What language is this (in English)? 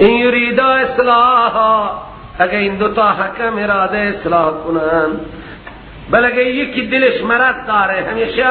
Persian